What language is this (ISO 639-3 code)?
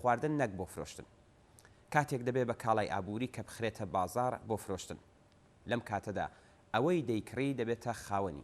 ckb